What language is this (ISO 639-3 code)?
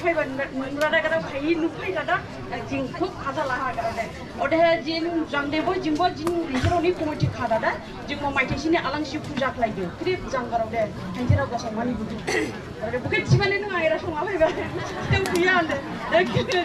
dis